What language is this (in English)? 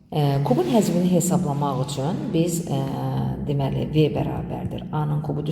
Azerbaijani